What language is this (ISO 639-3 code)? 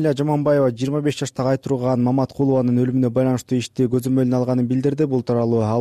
kir